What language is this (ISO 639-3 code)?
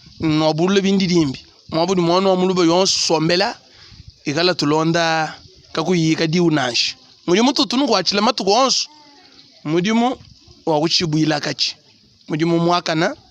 lua